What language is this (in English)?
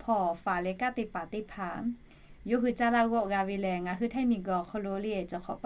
Lahu